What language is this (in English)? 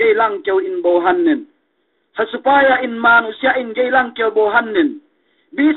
Yakan